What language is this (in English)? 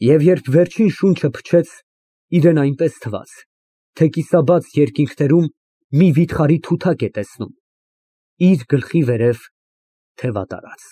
Armenian